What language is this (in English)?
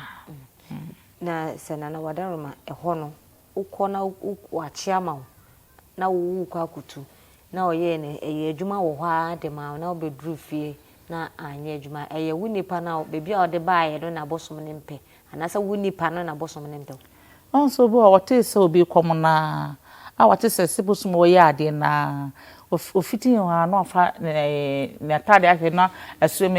Akan